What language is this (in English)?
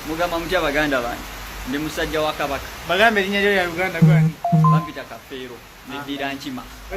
Ganda